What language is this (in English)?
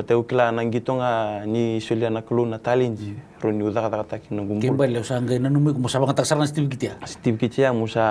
Fijian